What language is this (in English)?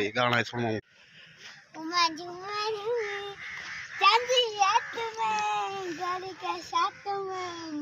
Saraiki